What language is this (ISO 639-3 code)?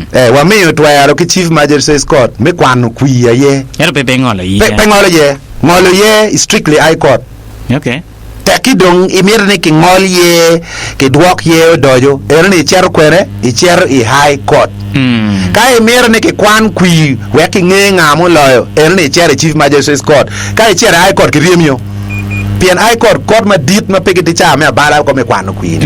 ach